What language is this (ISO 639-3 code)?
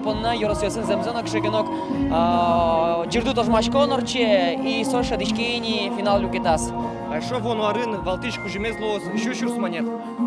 udm